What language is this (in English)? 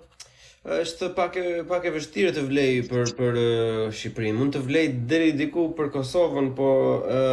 Albanian